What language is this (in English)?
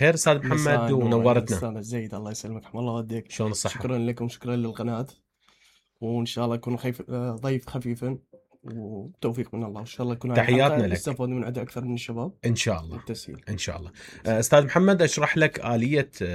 Mesopotamian Arabic